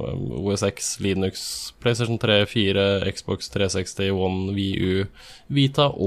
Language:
Norwegian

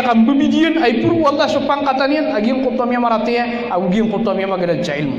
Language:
Maranao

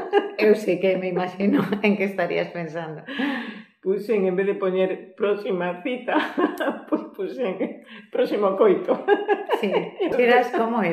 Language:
Galician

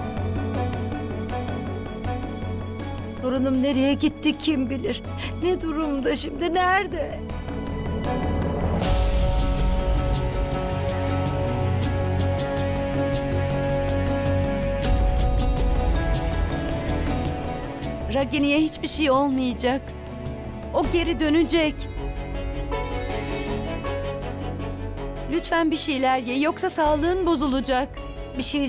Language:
Turkish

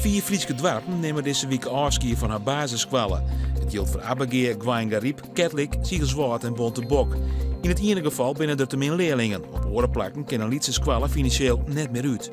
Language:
Western Frisian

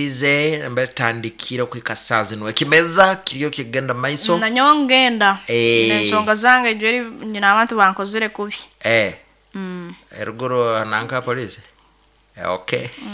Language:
Nyoro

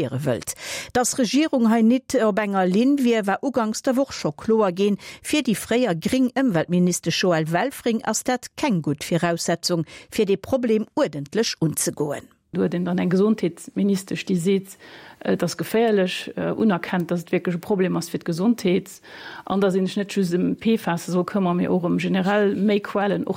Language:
Luxembourgish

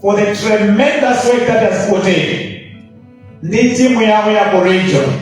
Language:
Nyanja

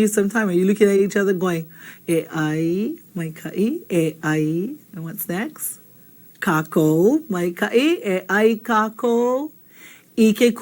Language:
Hawaiian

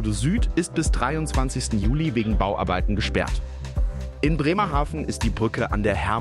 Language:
German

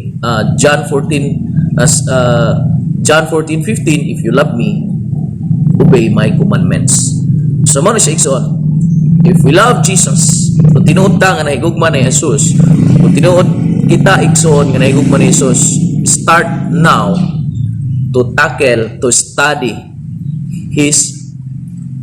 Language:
Cebuano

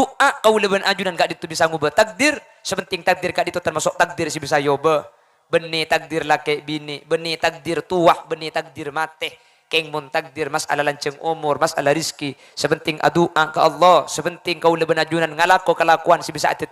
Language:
Madurese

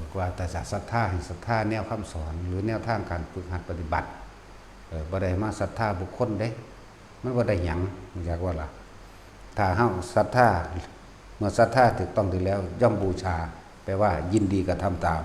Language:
Northeastern Thai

